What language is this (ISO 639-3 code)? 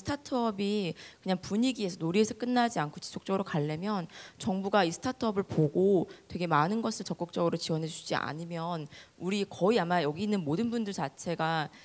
kor